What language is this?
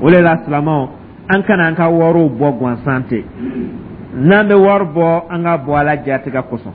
Dyula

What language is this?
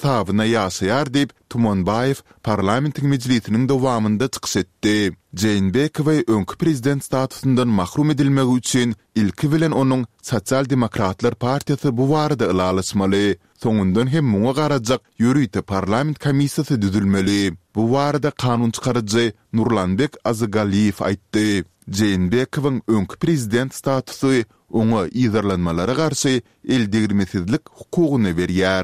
Turkmen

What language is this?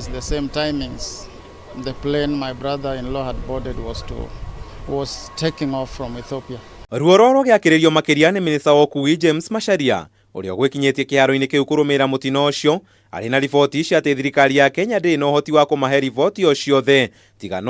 Kikuyu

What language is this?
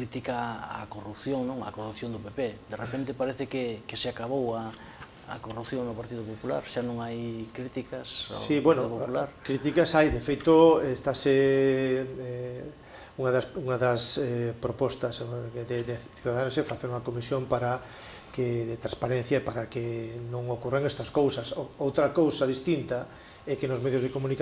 Galician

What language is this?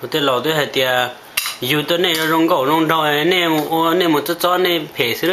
Hmong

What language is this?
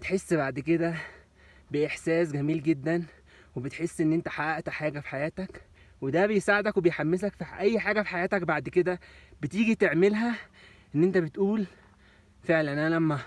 Egyptian Arabic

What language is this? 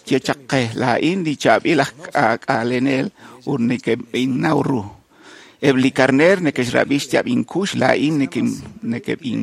Kekchí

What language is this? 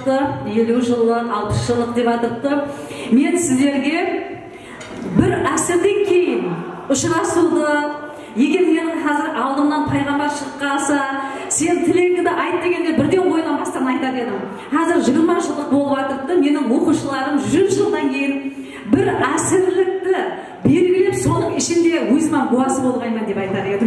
Kara-Kalpak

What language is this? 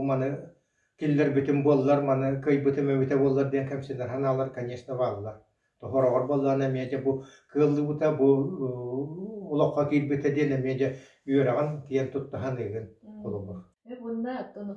Yakut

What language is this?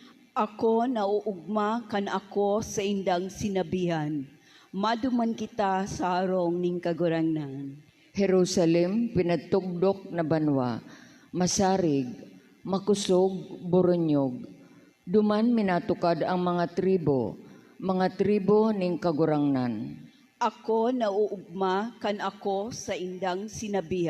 Bikol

